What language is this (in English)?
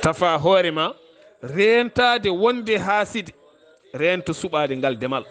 Fula